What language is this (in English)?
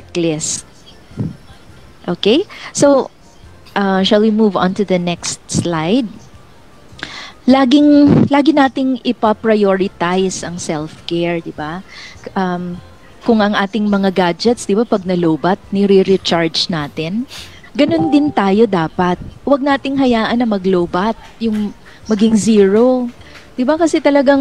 Filipino